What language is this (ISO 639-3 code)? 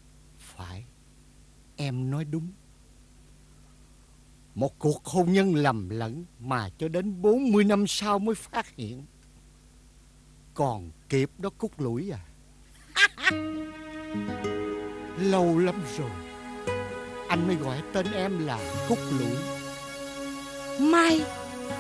vie